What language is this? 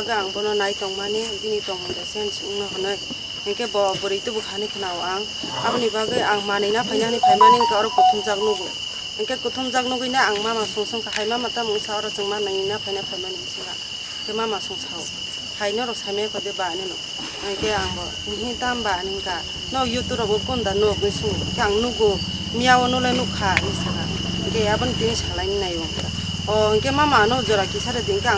Kok Borok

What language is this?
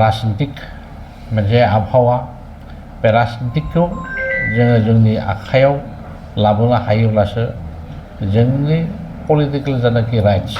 Bodo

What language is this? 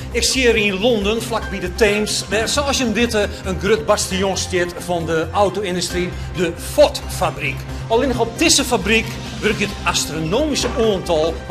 Western Frisian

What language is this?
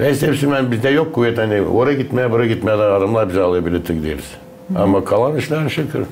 Gagauz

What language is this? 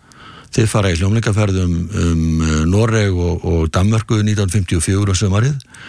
Icelandic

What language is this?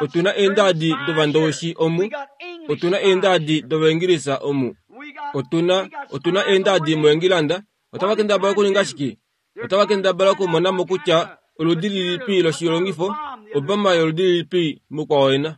Kuanyama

